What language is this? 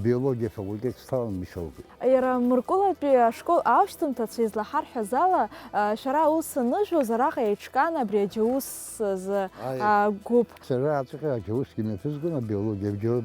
Abkhazian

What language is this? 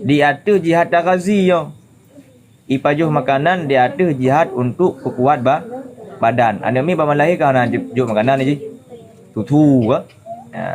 Achinese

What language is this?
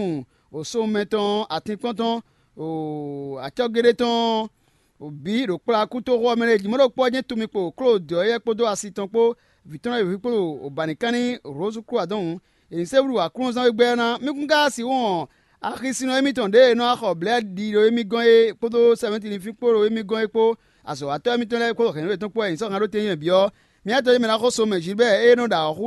Fon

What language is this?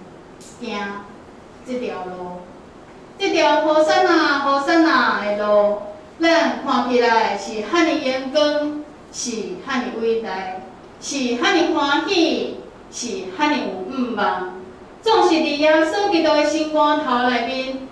Min Nan Chinese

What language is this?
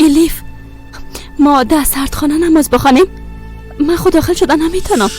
Persian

